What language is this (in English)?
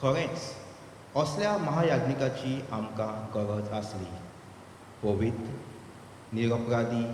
Konkani